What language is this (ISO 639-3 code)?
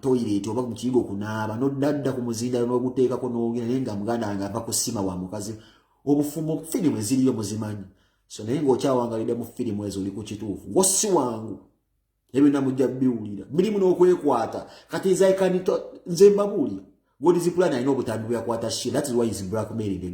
lug